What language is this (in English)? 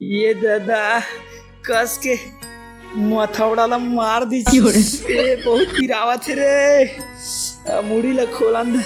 Chhattisgarhi